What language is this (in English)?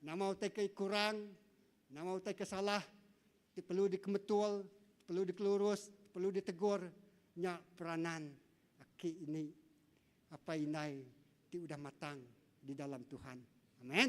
Iban